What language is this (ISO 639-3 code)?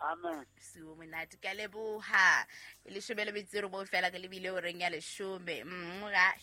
sot